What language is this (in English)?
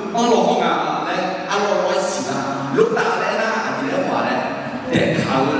Akha